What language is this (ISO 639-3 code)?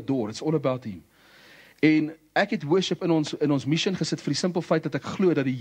afr